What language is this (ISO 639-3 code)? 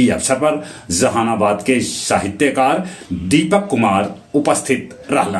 mag